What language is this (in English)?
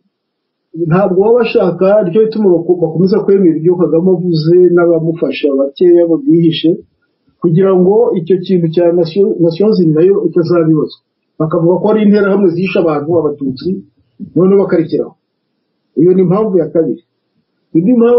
Kinyarwanda